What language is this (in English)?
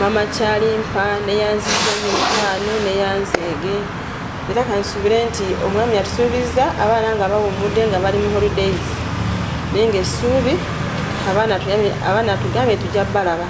Ganda